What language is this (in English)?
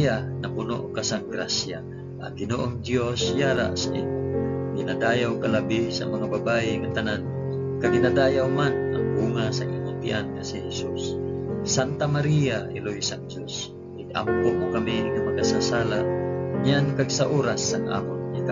Hiligaynon